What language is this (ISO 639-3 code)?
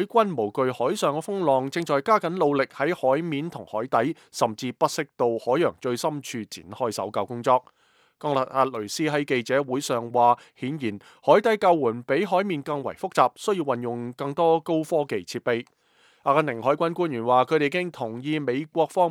yue